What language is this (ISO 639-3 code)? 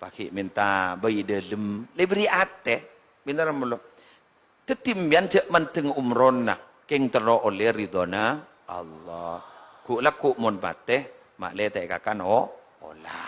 mad